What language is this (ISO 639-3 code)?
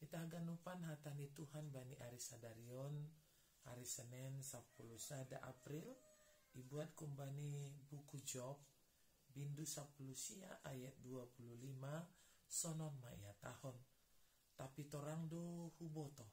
bts